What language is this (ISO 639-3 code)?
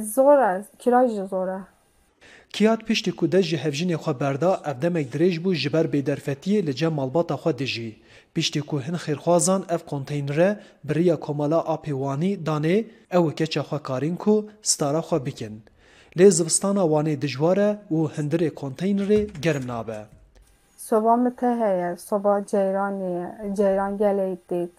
kur